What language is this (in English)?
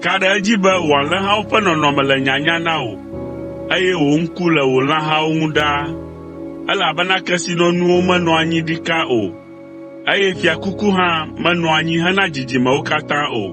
Ewe